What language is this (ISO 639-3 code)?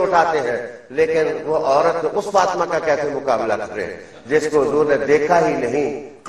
urd